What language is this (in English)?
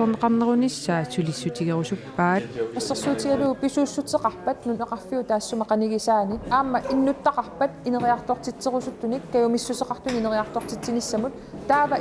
Kalaallisut